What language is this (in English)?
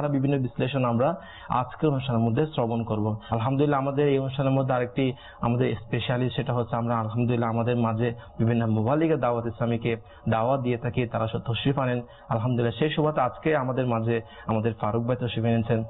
Bangla